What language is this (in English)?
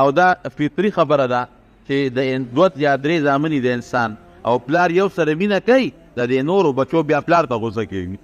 Pashto